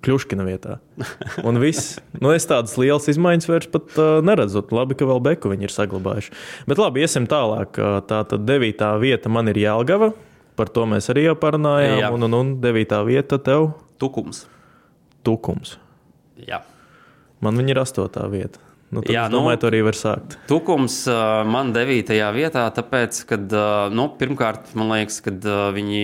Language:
Latvian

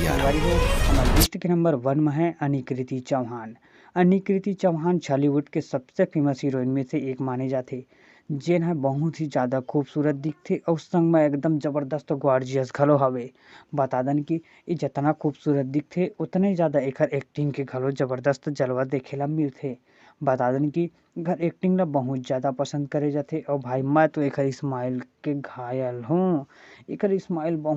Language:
Chhattisgarhi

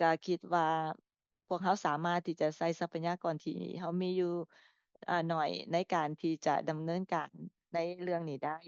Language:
Lao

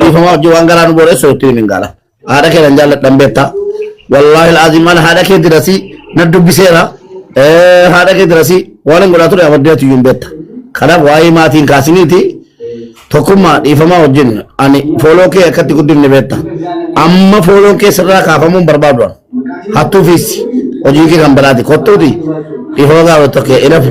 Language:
Oromo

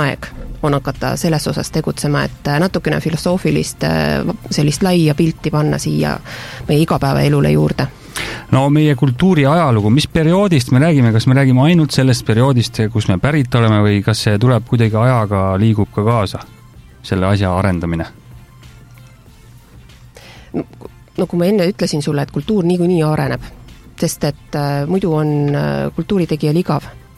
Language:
Estonian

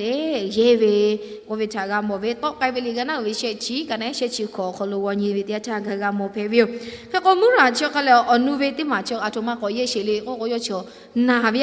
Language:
Lahu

